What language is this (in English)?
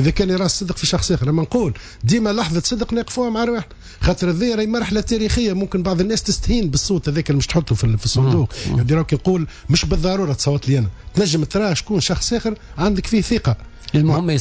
Tunisian Arabic